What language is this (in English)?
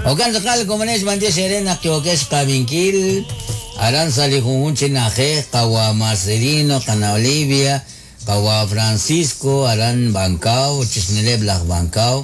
Kekchí